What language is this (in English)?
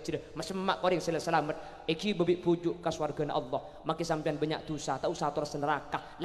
Madurese